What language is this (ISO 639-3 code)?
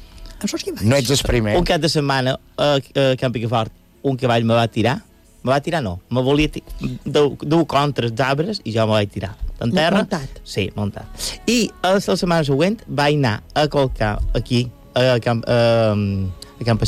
cat